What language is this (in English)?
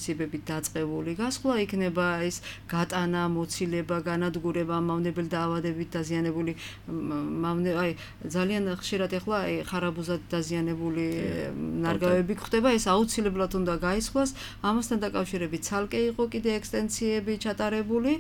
Georgian